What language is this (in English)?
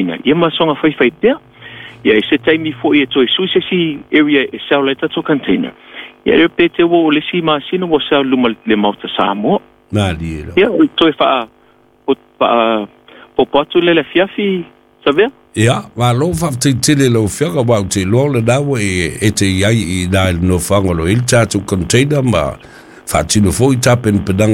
Samoan